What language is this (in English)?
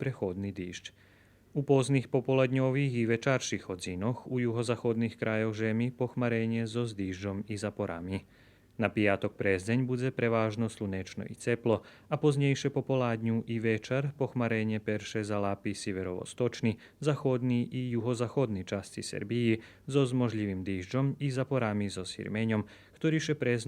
Rusyn